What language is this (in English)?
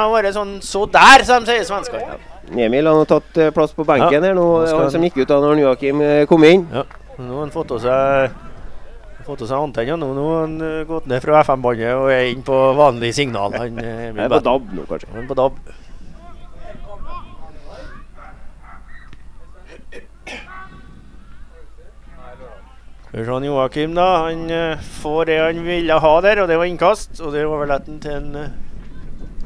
Norwegian